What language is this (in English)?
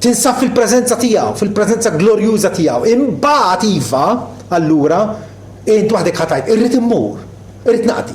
Maltese